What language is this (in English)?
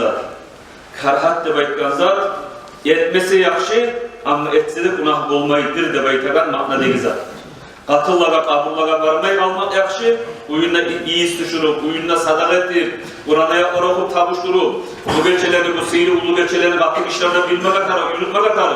Kumyk